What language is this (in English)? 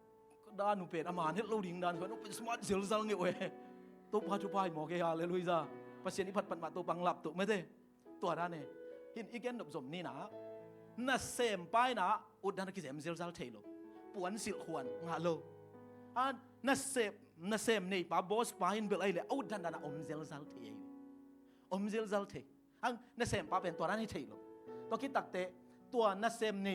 Tedim Chin